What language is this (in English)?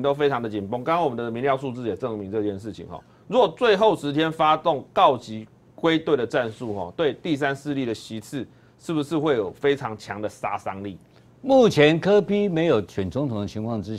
Chinese